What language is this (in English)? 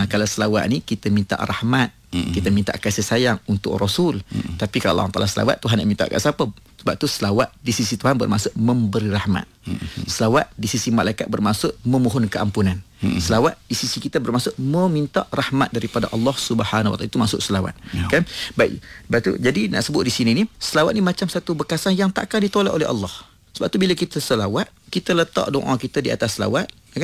Malay